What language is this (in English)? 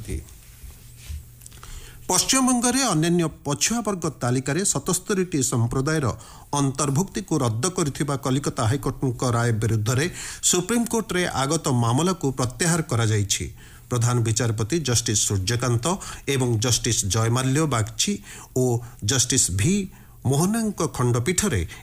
Odia